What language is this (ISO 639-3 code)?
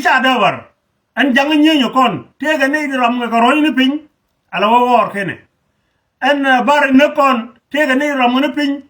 nus